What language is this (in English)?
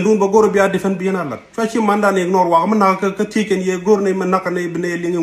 Nuer